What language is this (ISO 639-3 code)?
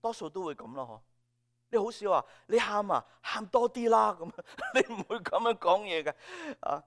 yue